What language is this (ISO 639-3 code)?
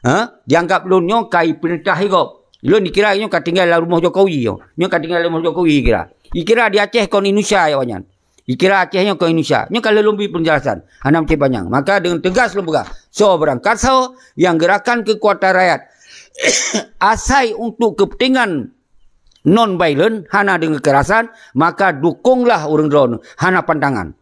ace